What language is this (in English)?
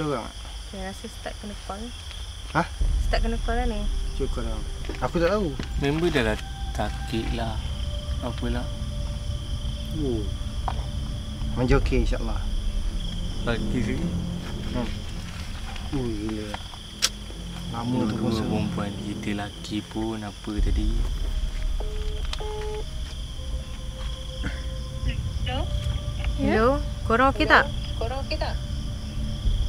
Malay